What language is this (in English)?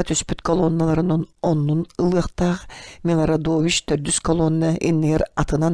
Yakut